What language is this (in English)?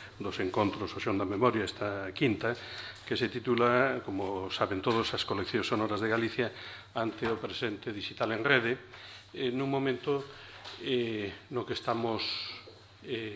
Galician